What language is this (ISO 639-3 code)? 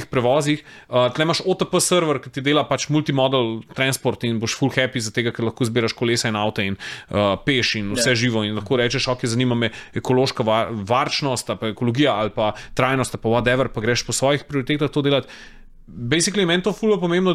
slv